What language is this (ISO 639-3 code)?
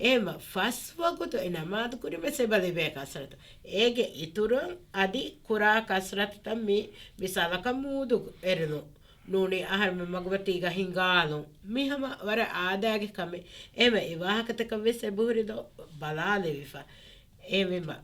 div